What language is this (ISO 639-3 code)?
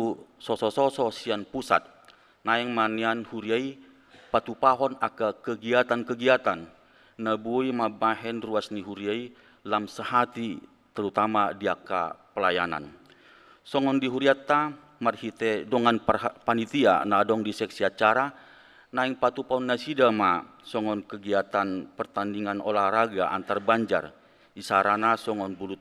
bbc